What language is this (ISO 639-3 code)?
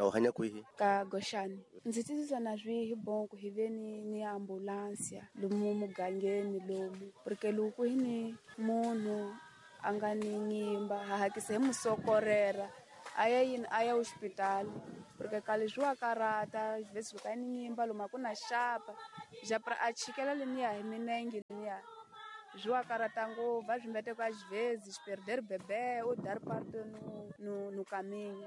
tso